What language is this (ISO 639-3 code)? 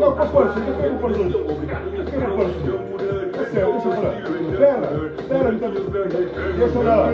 kea